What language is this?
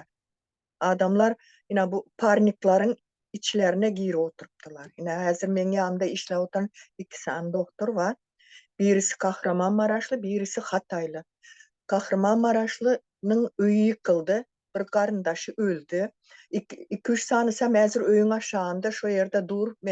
Turkmen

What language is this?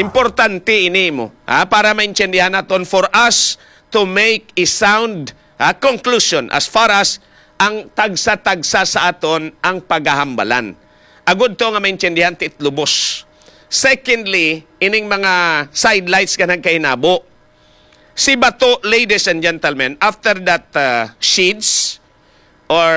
Hiligaynon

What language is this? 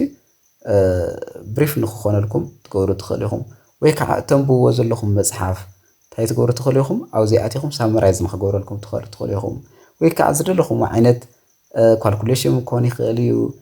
Tigrinya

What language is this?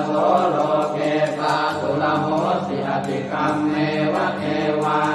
Pali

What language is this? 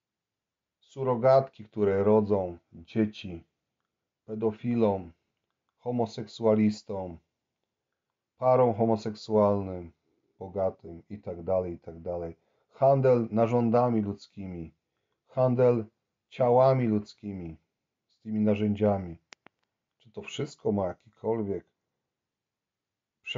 Polish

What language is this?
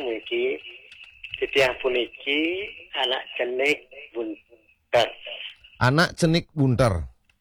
Balinese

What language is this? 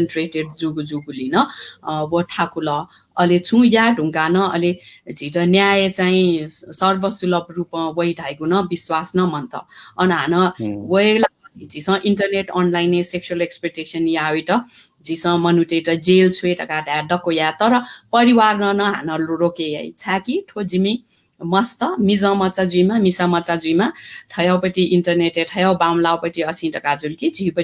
Newari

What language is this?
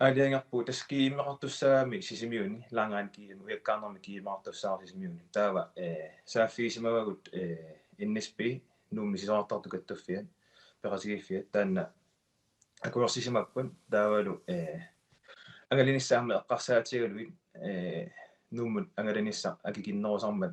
Kalaallisut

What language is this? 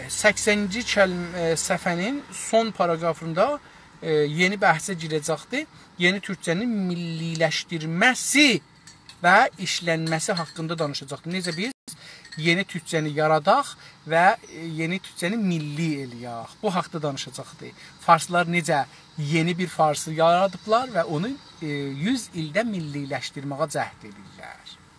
South Azerbaijani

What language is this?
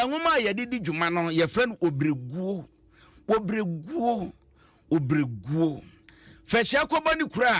Akan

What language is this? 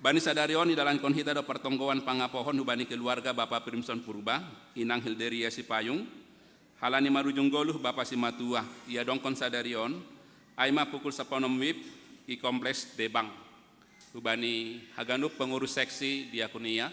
Batak Simalungun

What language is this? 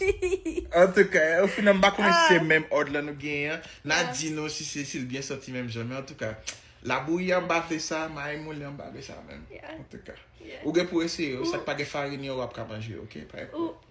Haitian Creole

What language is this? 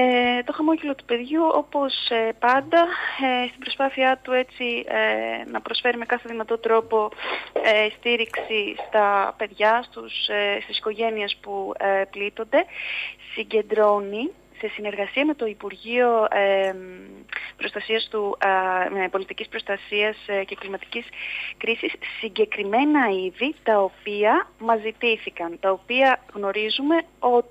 Greek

